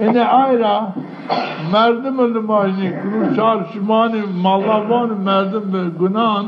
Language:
Zaza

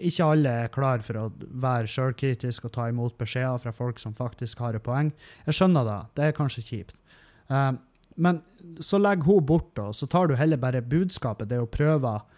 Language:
Norwegian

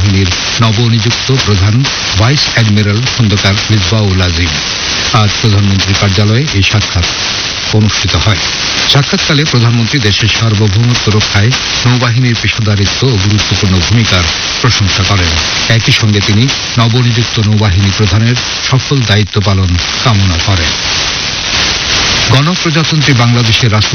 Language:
Bangla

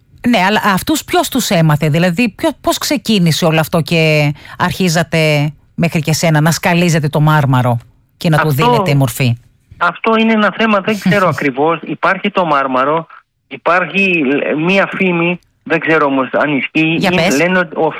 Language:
Greek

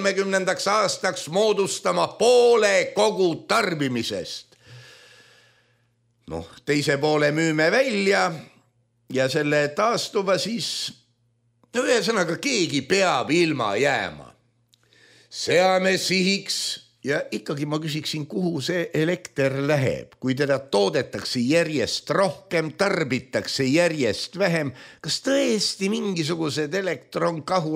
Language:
Estonian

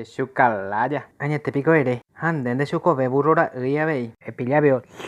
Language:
Guarani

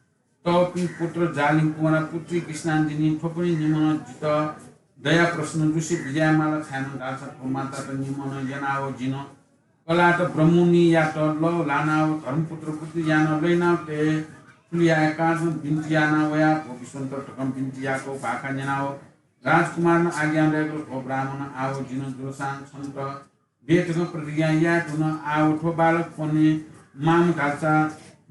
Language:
Newari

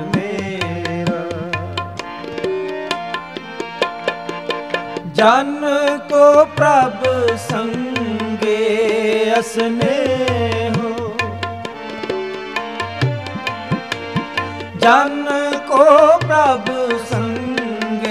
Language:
Punjabi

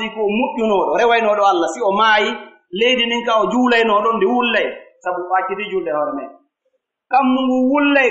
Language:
Pular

